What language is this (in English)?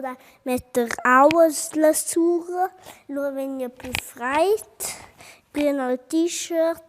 Romansh